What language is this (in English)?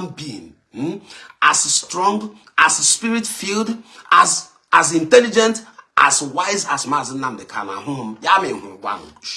Igbo